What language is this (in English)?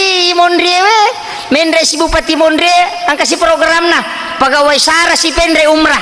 Buginese